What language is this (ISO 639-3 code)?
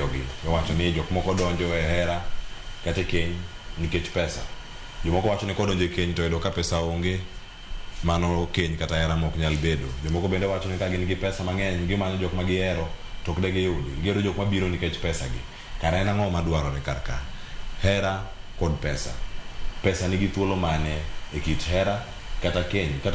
luo